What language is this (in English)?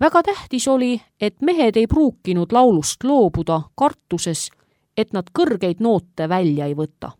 Estonian